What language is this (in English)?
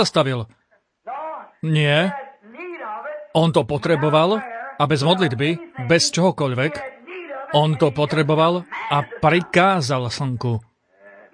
Slovak